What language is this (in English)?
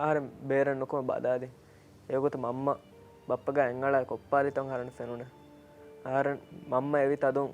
Divehi